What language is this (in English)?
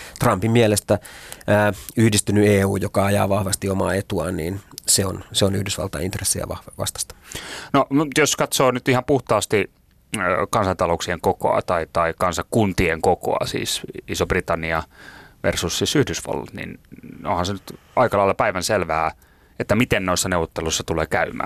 Finnish